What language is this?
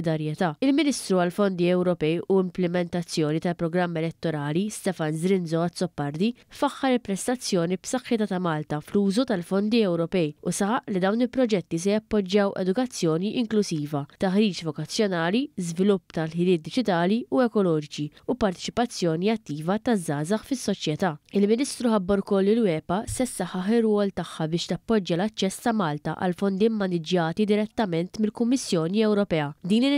Maltese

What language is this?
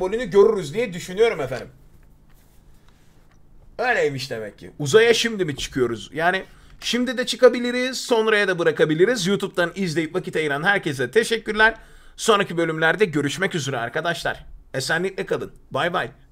Turkish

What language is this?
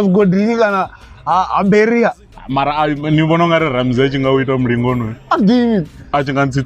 Venda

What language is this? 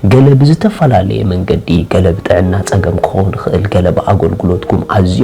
Tigrinya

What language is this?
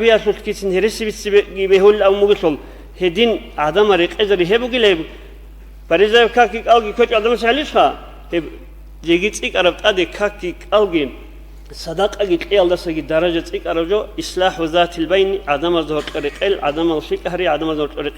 Avaric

